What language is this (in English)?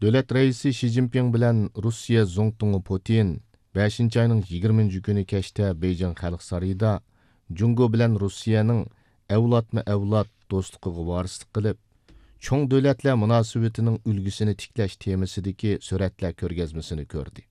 Uyghur